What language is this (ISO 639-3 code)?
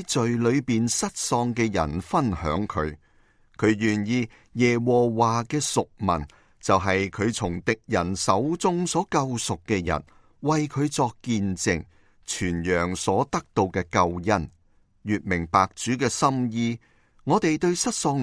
yue